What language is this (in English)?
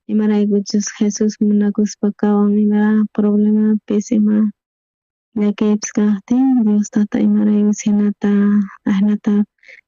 South Bolivian Quechua